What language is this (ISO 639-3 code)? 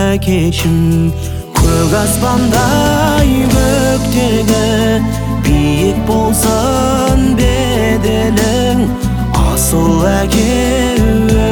kaz